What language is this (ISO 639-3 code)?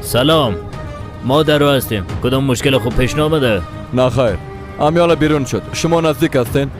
fas